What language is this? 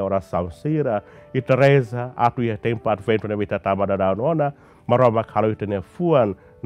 Tetum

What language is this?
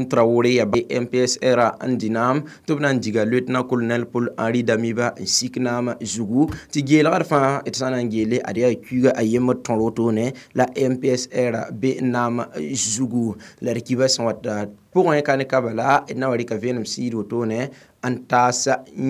Mossi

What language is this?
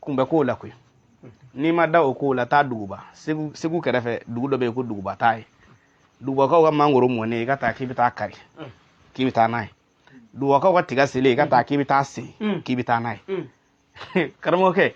Bambara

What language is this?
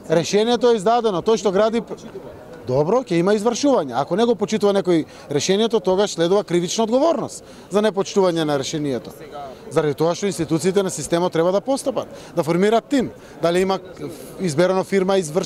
Macedonian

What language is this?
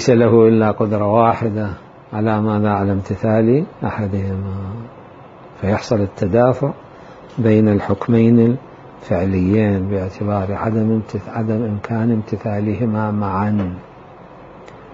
Arabic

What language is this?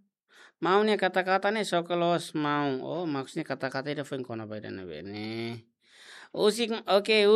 Tetum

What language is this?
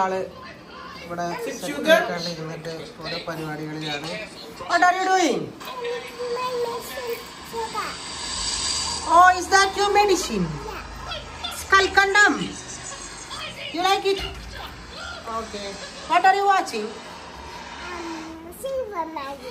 Malayalam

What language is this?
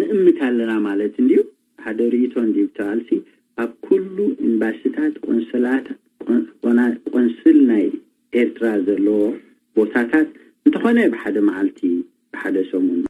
Tigrinya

